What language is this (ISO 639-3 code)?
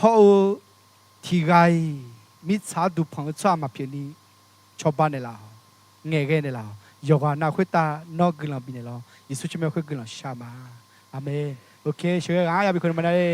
ahk